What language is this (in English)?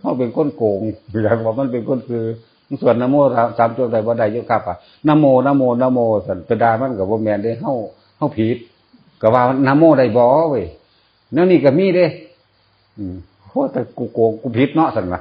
Northeastern Thai